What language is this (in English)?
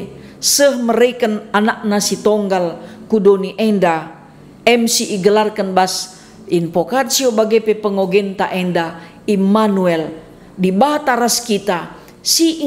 Batak Karo